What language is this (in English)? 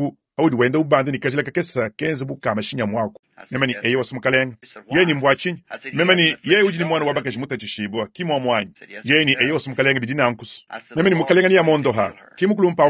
Luba-Lulua